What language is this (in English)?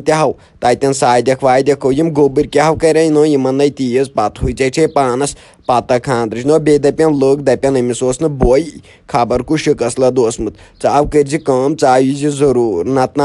Kashmiri